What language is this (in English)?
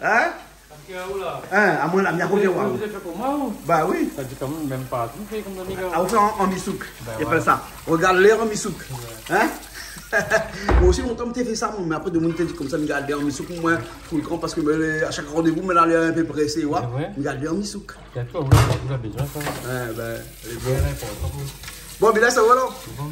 Réunion Creole French